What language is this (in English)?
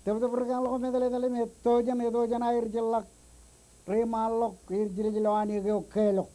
Marshallese